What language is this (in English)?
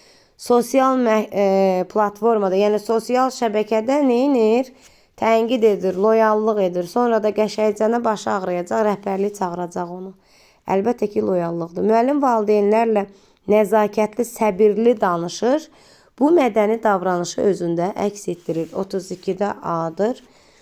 Azerbaijani